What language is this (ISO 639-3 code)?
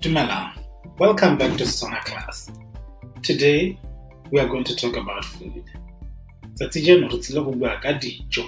tsn